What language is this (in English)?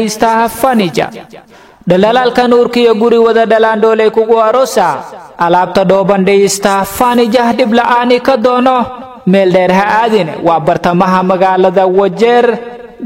Somali